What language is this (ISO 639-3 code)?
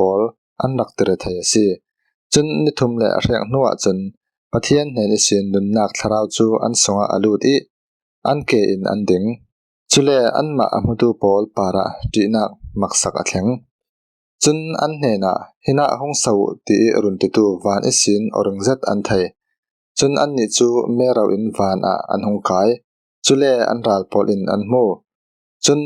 cfm